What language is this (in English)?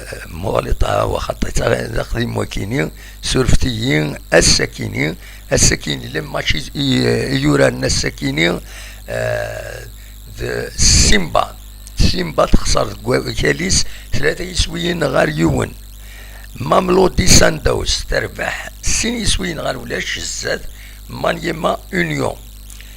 Kabyle